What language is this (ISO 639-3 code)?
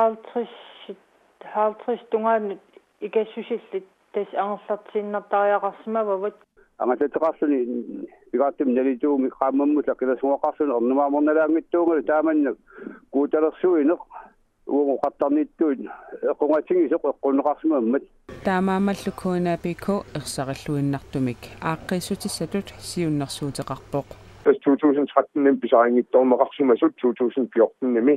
kal